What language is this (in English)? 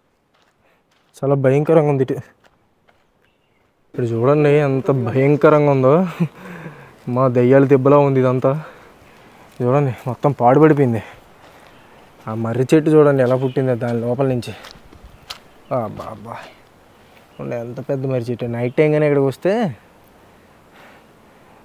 Telugu